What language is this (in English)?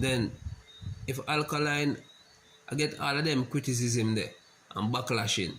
Jamaican Creole English